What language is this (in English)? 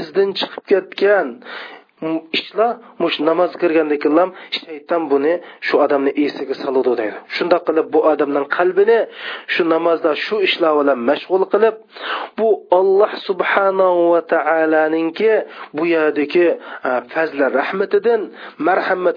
Uyghur